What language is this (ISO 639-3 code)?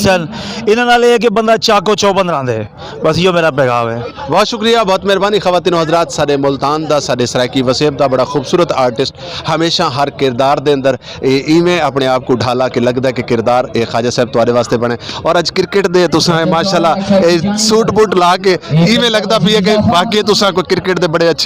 skr